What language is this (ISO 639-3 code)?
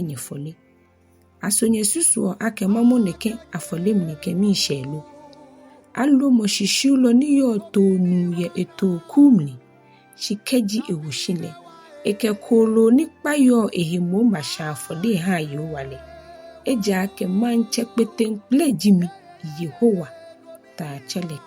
gaa